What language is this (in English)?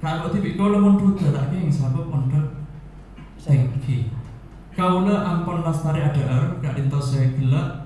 Madurese